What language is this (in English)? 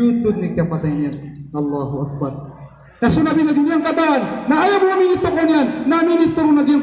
Maranao